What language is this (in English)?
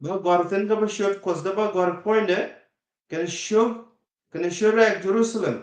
Nuer